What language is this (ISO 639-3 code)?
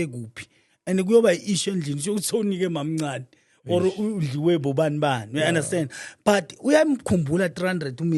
zul